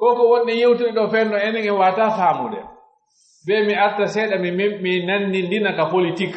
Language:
Pular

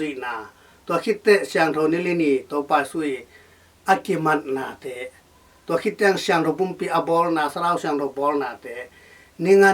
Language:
Tedim Chin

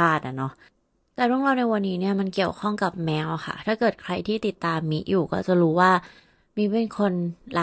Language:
Thai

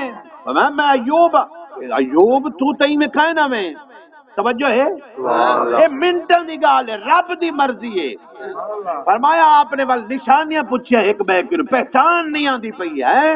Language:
Saraiki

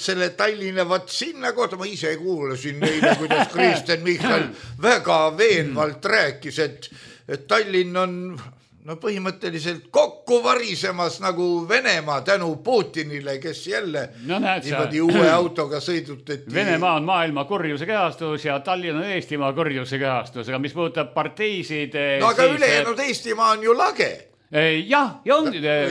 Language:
Estonian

